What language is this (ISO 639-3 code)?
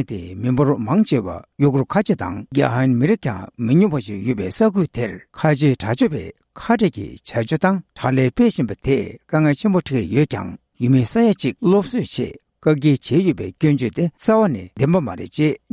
bod